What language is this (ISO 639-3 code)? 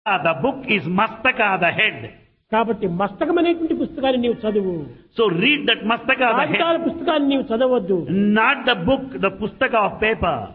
tel